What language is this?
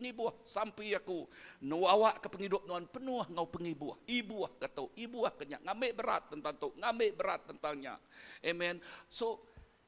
Iban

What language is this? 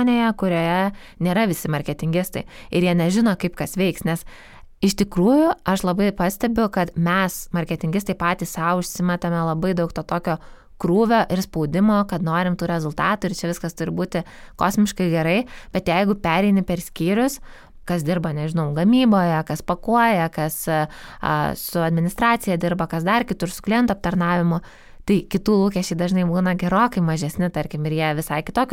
Lithuanian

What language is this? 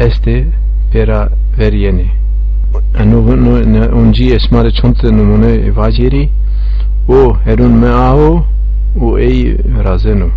Zaza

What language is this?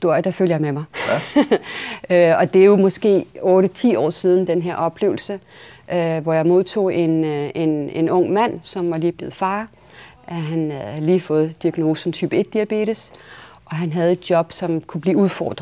Danish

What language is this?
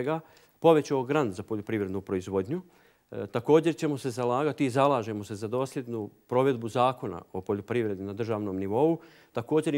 Bosnian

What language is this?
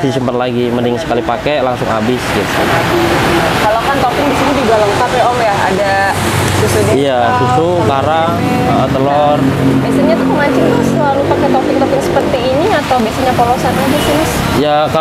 Indonesian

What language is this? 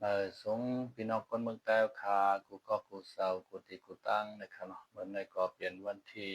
Shan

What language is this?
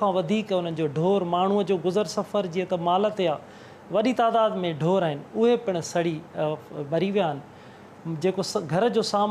Sindhi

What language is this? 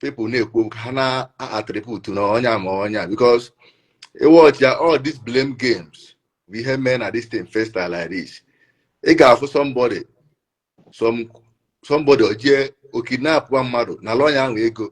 Igbo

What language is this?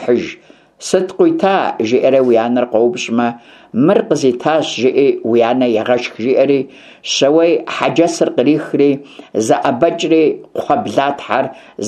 Kabardian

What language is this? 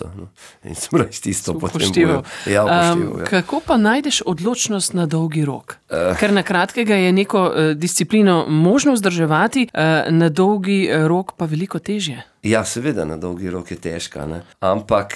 Slovenian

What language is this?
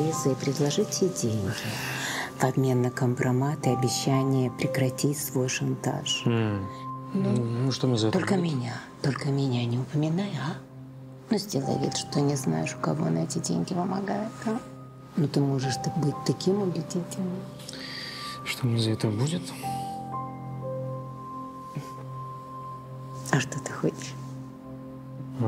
Russian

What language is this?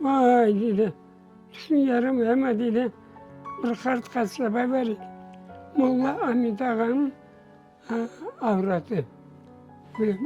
Crimean Tatar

